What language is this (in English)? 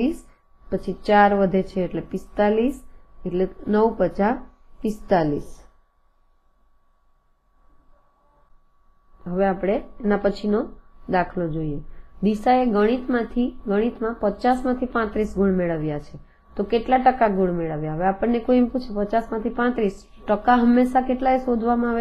Gujarati